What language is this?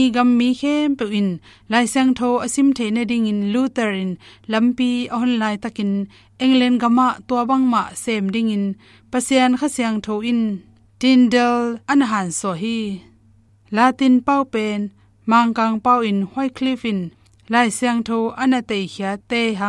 Tedim Chin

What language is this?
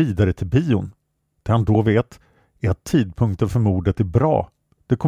Swedish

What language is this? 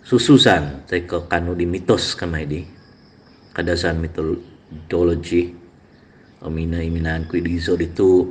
Central Dusun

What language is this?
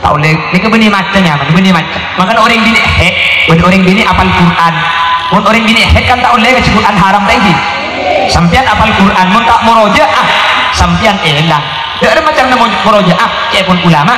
Madurese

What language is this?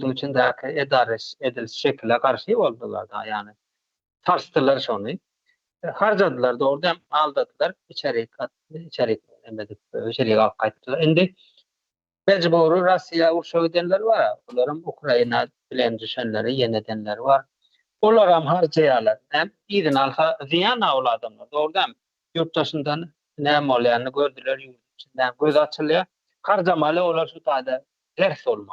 Turkmen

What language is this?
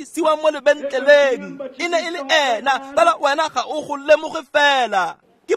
Tswana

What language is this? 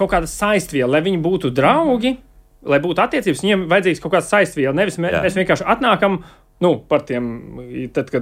Latvian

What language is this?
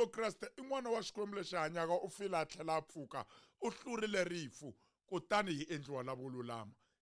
Tsonga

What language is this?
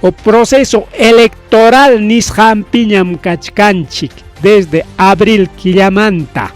Ayacucho Quechua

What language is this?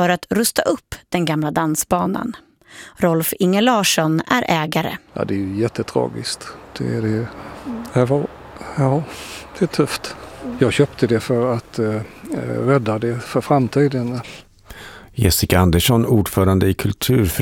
Swedish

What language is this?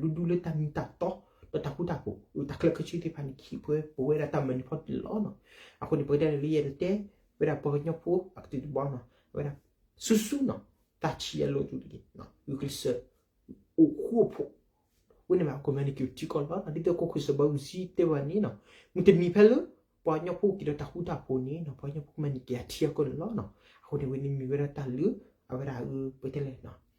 S'gaw Karen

